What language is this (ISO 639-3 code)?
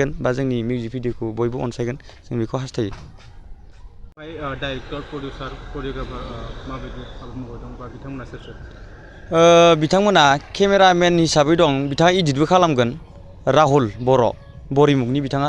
brx